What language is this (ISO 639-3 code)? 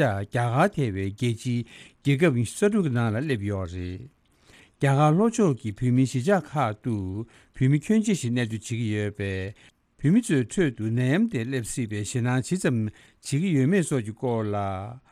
bod